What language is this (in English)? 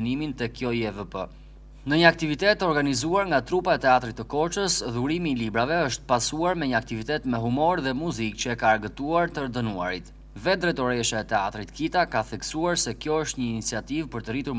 Albanian